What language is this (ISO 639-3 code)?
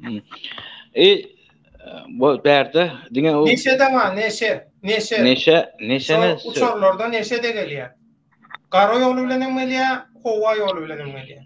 tuk